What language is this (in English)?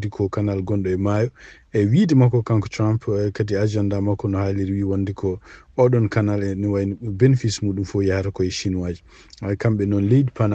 Fula